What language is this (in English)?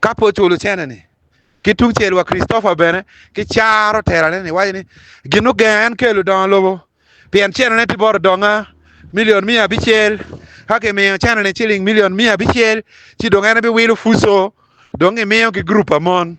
Acoli